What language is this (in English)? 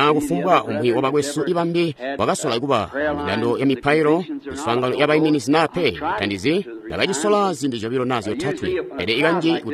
Tonga (Zambia)